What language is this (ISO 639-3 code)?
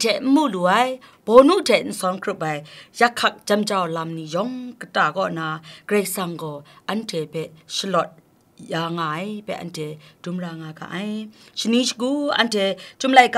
kac